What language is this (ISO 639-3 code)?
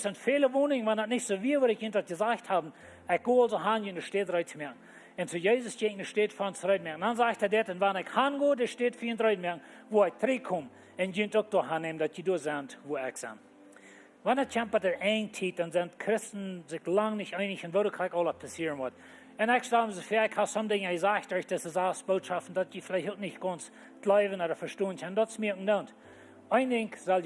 pdt